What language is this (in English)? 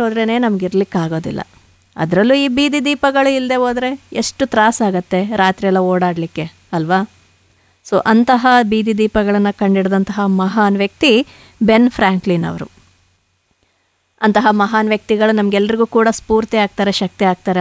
Kannada